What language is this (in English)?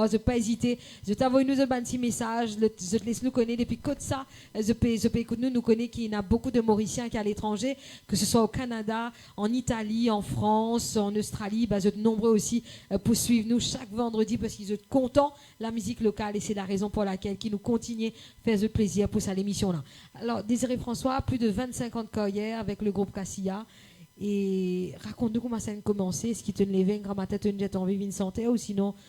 Morisyen